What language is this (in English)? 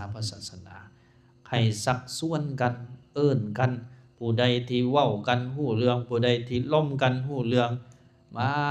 Lao